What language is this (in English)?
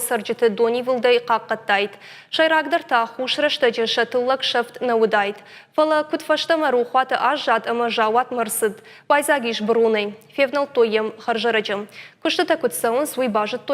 Ossetic